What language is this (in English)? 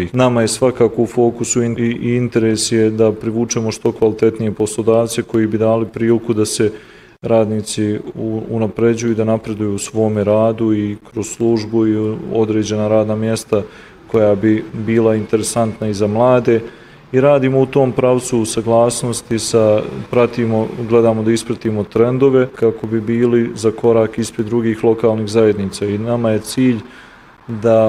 Bosnian